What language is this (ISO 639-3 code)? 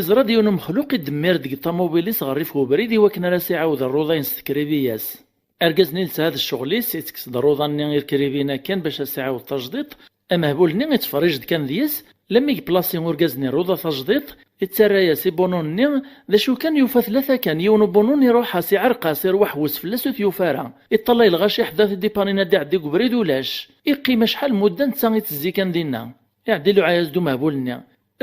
kab